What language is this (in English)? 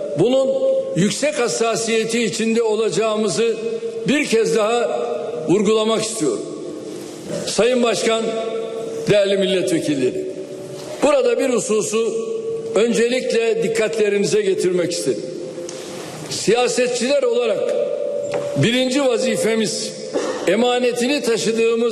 Turkish